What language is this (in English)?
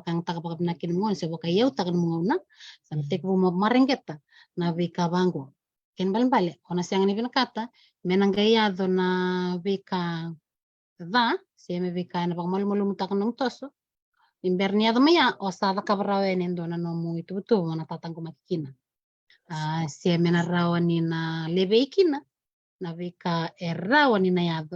Fijian